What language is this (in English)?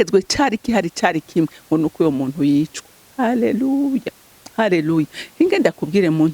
Rundi